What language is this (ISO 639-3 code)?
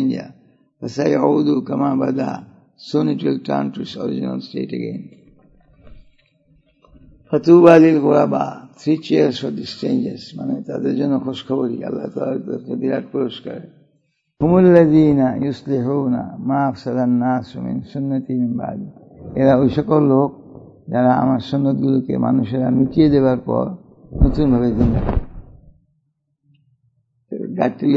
ben